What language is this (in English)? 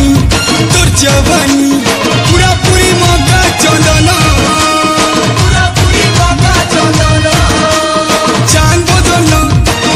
Bhojpuri